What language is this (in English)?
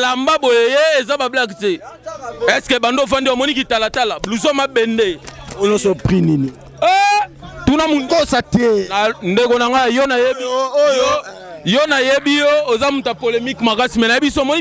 Lingala